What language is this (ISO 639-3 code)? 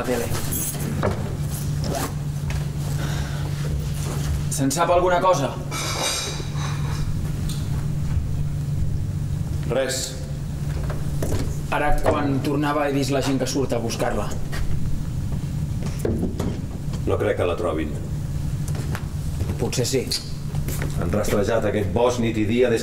cat